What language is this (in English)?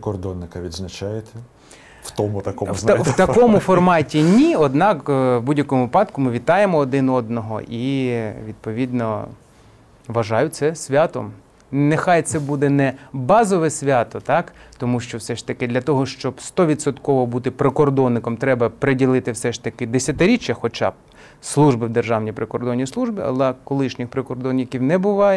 Ukrainian